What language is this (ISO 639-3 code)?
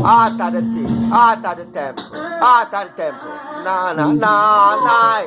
jam